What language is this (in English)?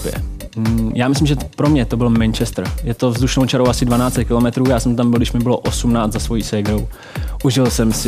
Czech